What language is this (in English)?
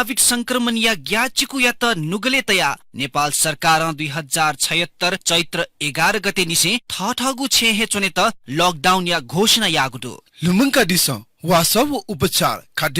Newari